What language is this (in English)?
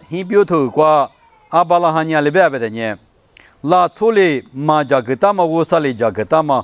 Lisu